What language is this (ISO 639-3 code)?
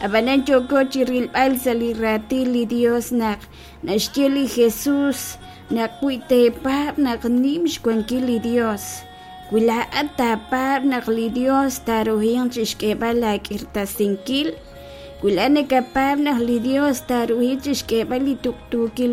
kek